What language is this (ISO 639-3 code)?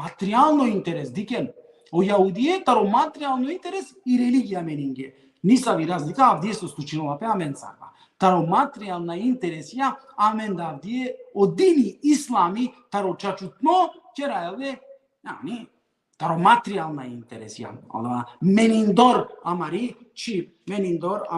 rmn